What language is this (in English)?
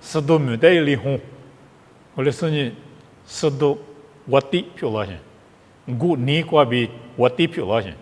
Lisu